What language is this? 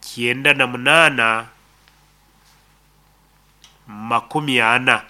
Nyoro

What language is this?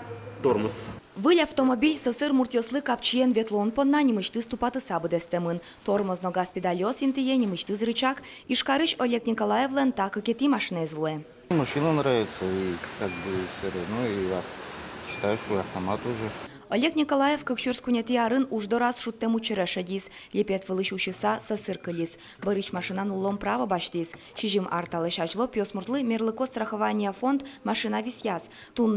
Udmurt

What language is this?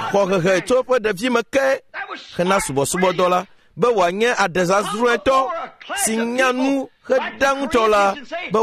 Ewe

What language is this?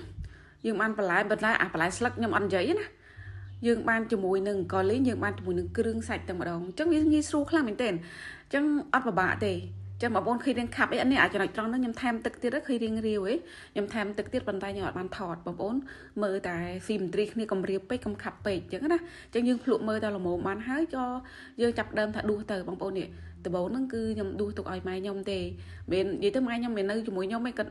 Khmer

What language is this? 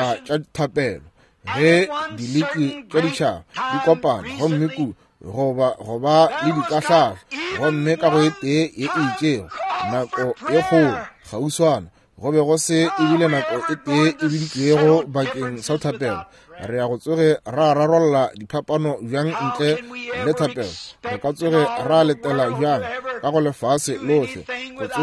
Northern Sotho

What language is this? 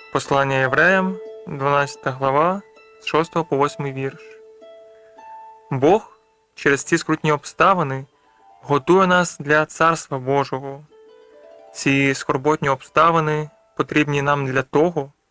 Ukrainian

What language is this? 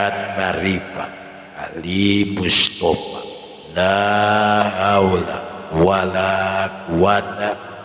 Sundanese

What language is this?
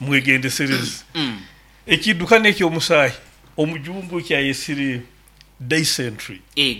Nyoro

